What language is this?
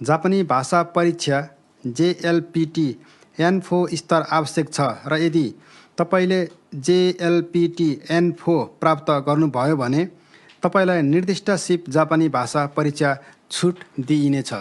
Nepali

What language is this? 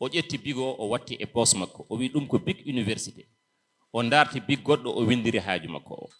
Fula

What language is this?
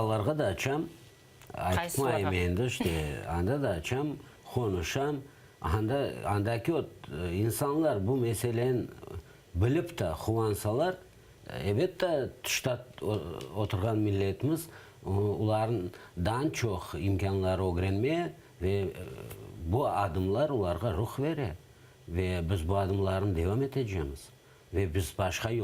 Crimean Tatar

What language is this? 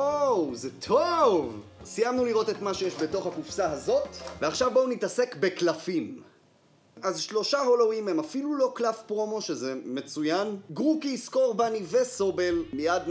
Hebrew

